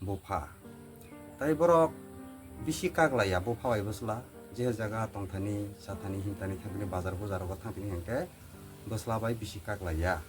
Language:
Kok Borok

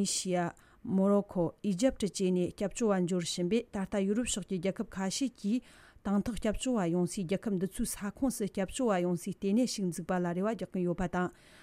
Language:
Tibetan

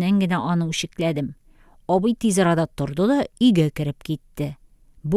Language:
Tatar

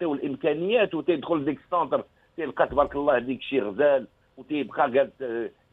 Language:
Moroccan Arabic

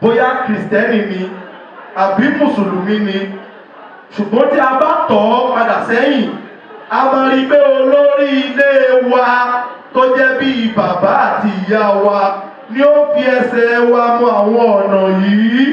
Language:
Yoruba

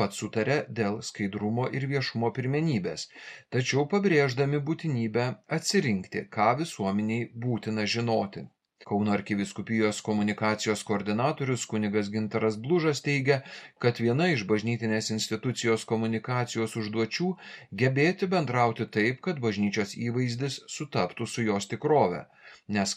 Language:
Lithuanian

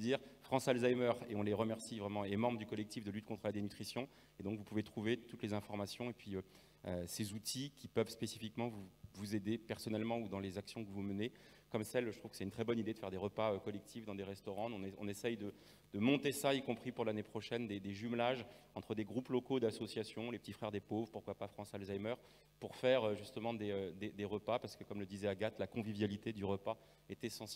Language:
French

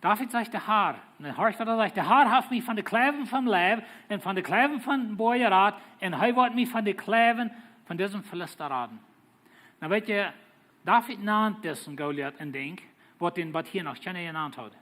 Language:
Plautdietsch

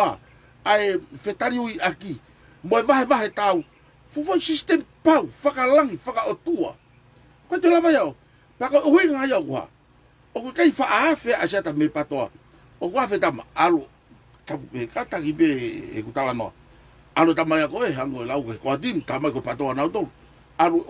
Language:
Tongan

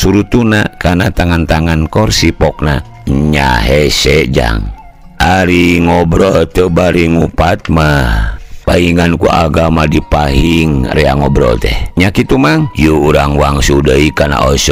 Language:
Sundanese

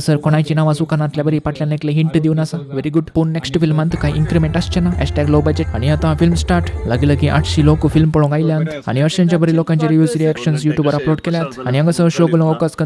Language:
Konkani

